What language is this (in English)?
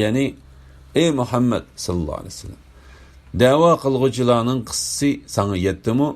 Uyghur